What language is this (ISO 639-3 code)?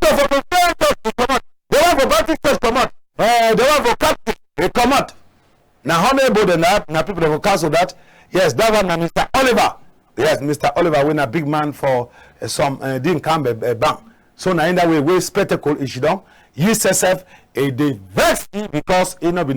wes